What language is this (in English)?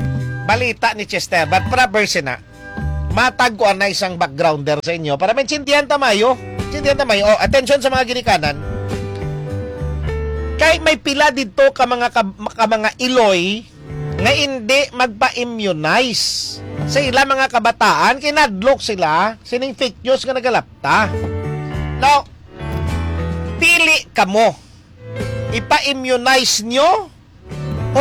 Hiligaynon